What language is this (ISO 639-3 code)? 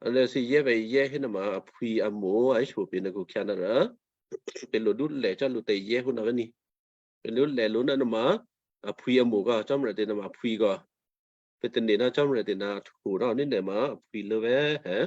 kyu